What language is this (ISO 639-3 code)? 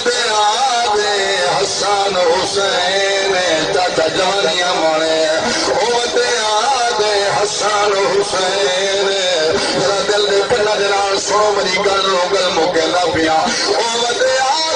skr